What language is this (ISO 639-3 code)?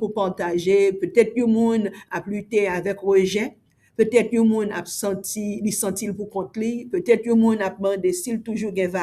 hat